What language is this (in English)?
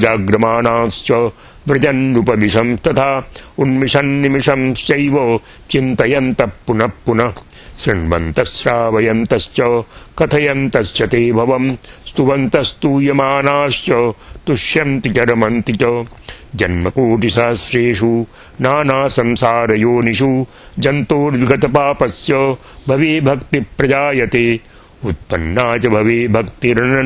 Sanskrit